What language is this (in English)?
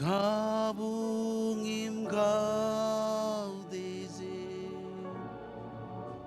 Marshallese